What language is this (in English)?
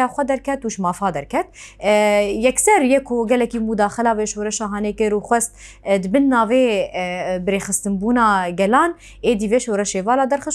Kurdish